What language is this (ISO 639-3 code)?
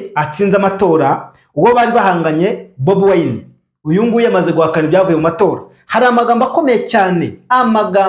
kin